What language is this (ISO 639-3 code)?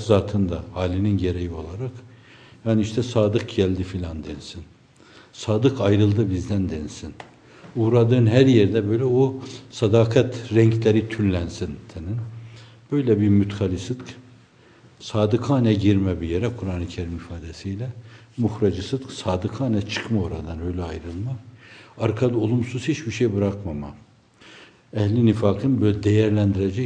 tur